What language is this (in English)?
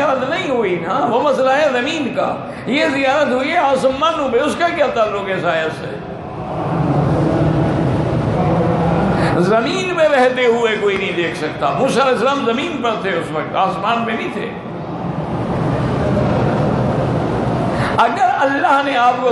Urdu